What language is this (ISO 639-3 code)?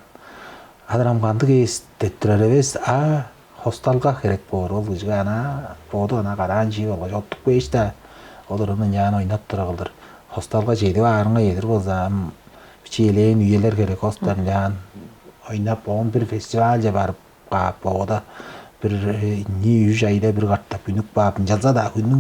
tyv